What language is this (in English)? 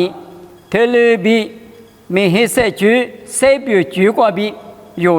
Lisu